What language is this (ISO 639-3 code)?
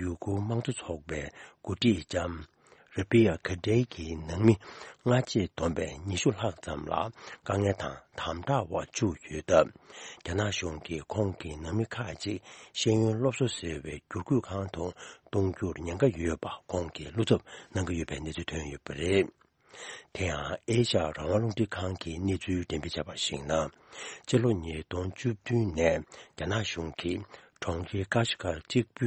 bod